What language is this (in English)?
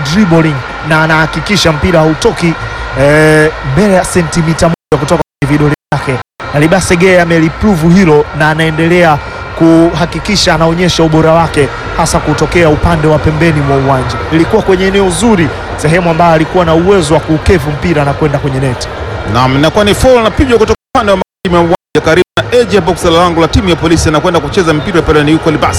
Swahili